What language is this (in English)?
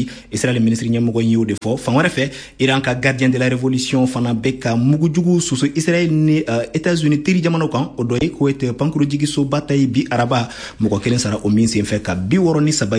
Bambara